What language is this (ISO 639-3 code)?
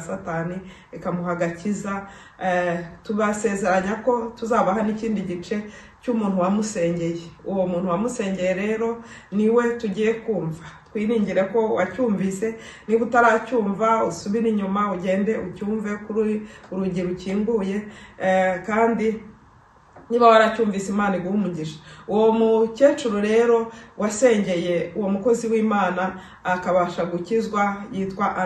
kin